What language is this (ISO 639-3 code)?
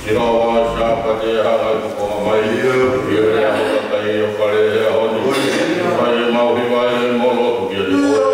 ton